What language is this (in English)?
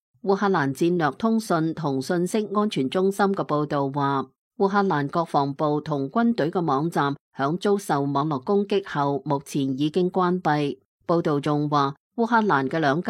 Cantonese